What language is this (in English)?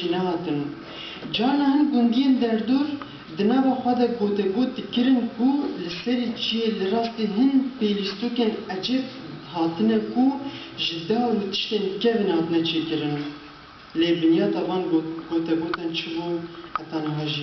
Kurdish